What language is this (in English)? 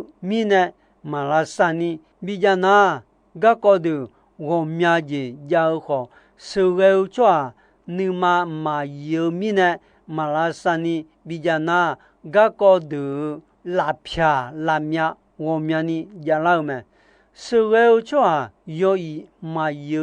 Akha